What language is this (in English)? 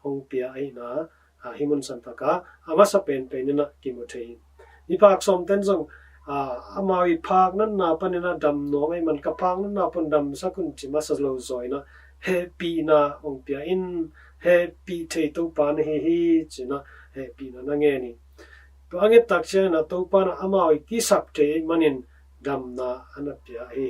Tedim Chin